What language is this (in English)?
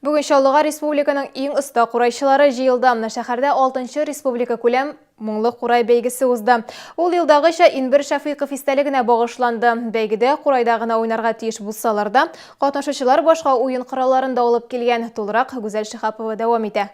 Tatar